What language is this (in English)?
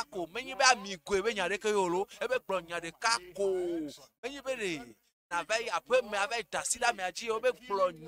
Ewe